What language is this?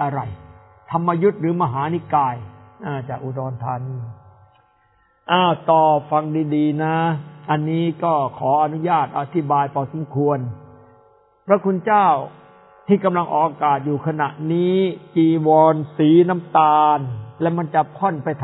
Thai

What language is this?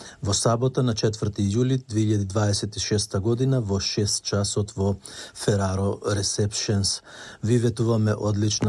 Macedonian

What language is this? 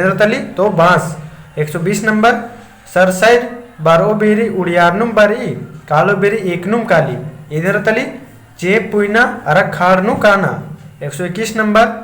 Kurukh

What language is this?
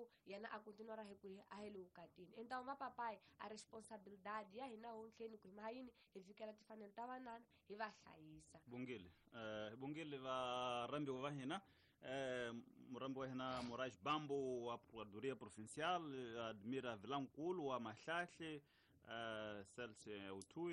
Tsonga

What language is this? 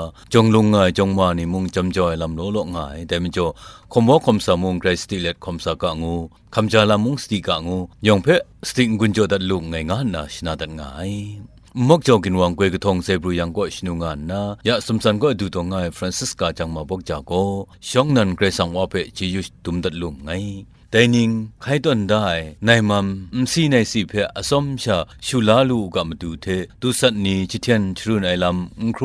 Kachin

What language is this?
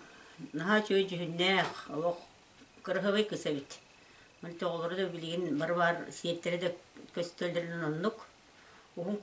Yakut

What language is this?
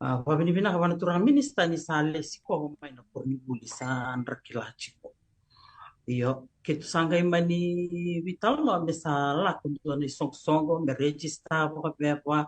Fijian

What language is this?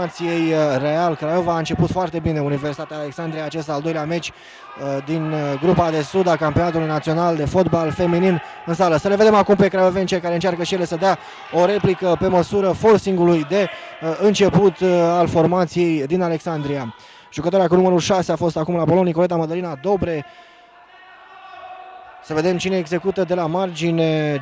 Romanian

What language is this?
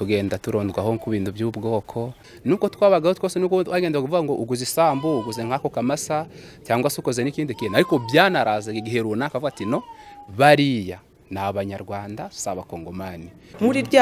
Kinyarwanda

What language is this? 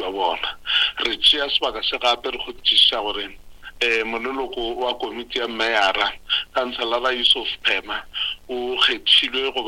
Northern Sotho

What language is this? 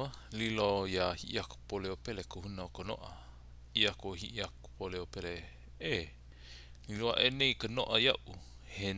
Hawaiian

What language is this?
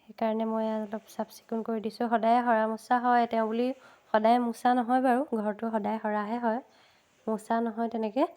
Assamese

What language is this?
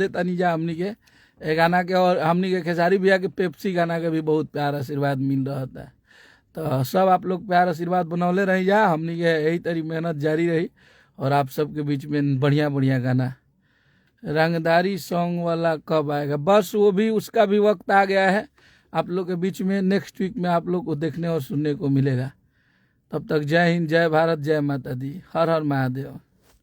Bhojpuri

